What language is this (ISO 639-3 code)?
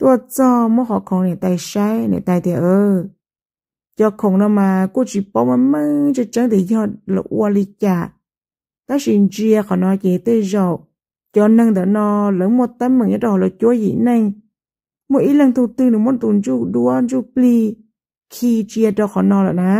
hmn